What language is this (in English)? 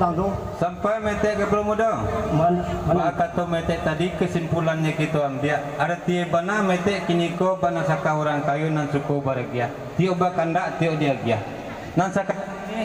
Minangkabau